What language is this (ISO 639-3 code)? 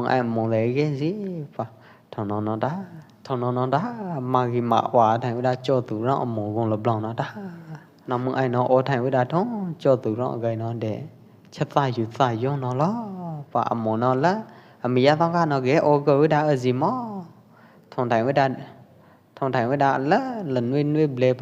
kjp